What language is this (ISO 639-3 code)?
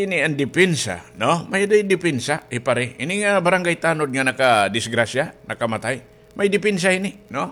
war